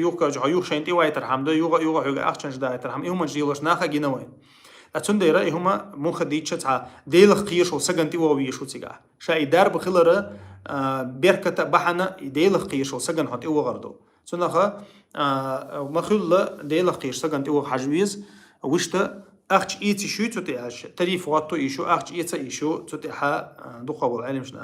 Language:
Chechen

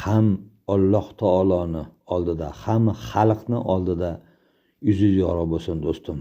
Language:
Uzbek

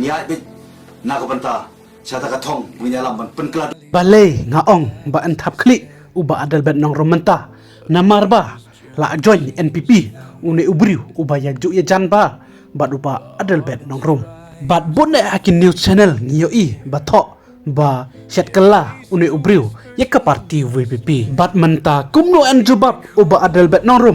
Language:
Khasi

